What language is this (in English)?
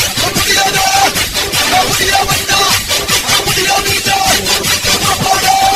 Malayalam